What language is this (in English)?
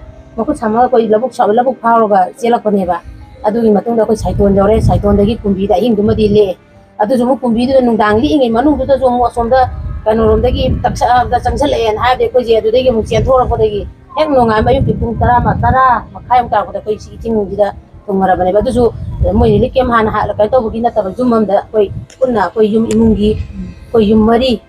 Manipuri